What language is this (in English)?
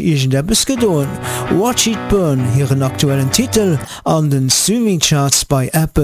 Luxembourgish